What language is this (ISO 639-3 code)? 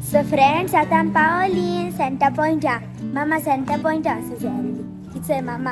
kok